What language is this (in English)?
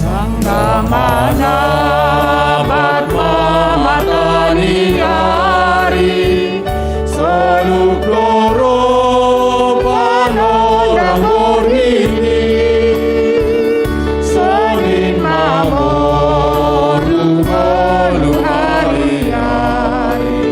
Batak Simalungun